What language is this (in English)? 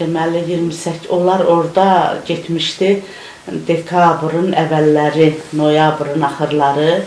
Azerbaijani